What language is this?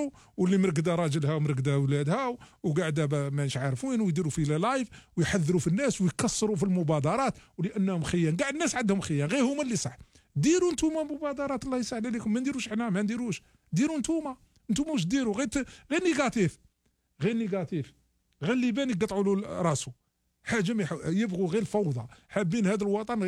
Algerian Arabic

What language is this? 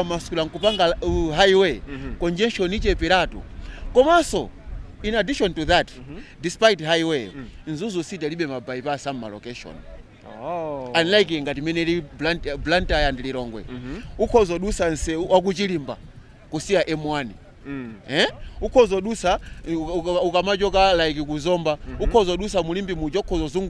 Nyanja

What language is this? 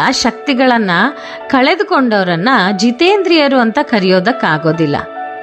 Kannada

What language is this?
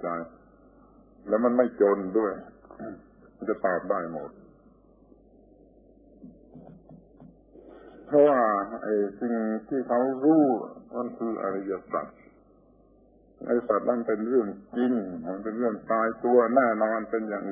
Thai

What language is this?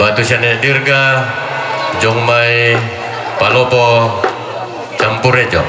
Toraja-Sa'dan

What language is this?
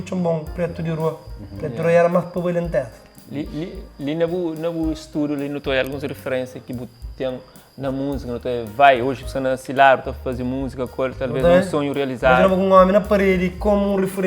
Kabuverdianu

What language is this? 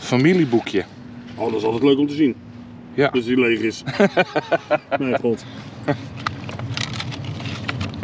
Dutch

